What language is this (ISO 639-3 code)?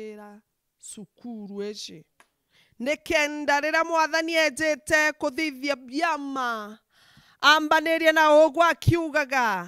mer